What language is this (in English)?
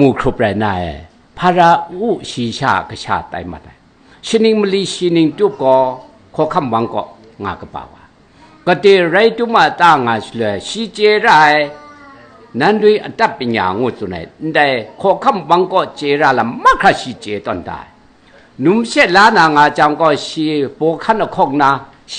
Kachin